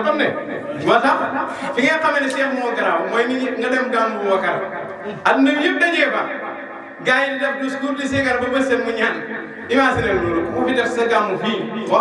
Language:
Wolof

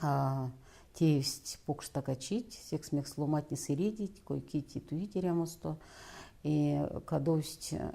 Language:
Erzya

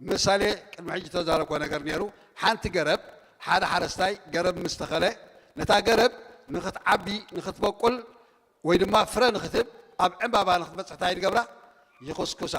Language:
Tigrinya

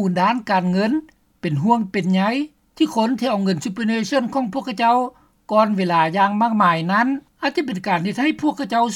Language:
Lao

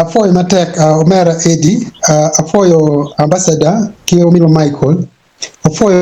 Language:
Acoli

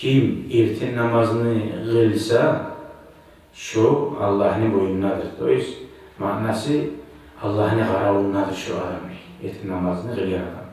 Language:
Kumyk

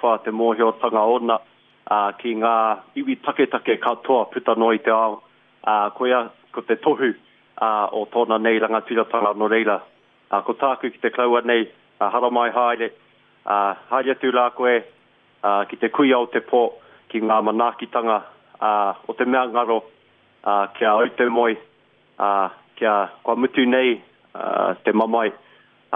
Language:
Māori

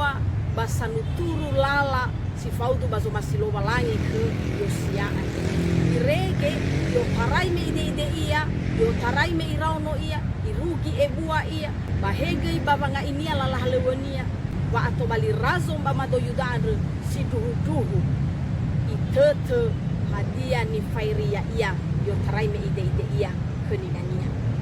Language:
Nias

